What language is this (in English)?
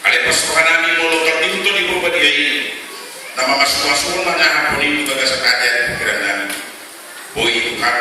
Batak Toba